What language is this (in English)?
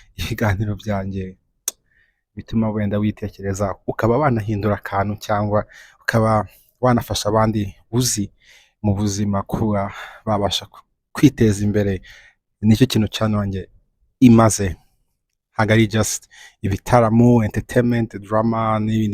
Kinyarwanda